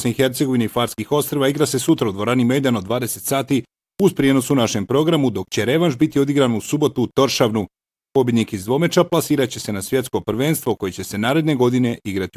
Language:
Bosnian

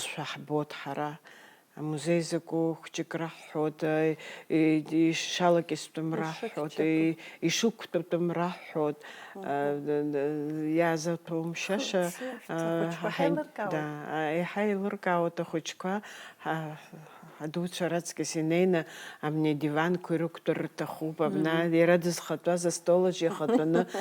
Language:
Abkhazian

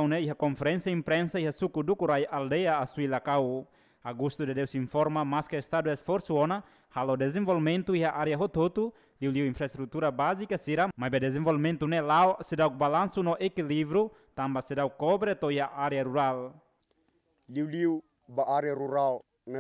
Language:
Tetum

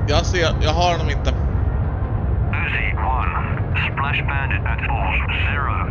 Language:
Swedish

